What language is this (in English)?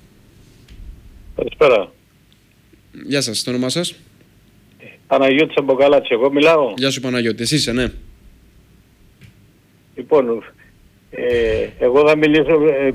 Greek